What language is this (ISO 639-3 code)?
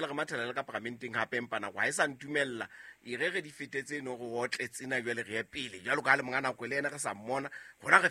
sot